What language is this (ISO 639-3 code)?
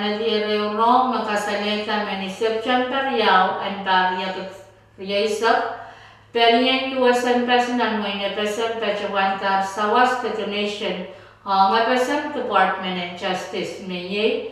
pon